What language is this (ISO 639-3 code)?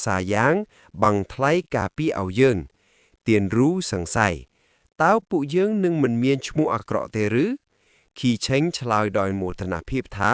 khm